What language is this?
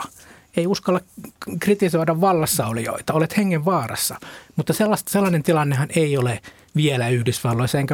Finnish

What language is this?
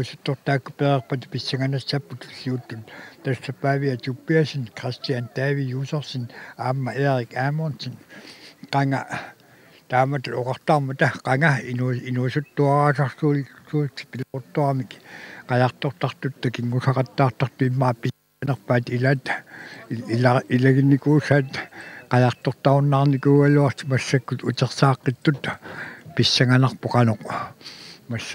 Kalaallisut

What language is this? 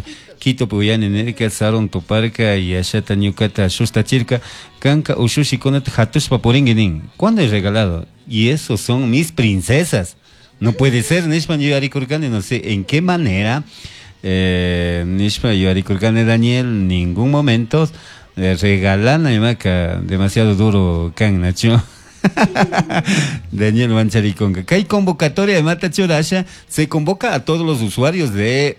Chimborazo Highland Quichua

